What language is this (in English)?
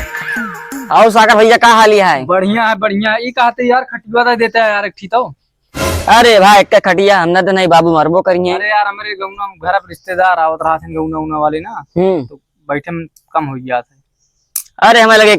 Awadhi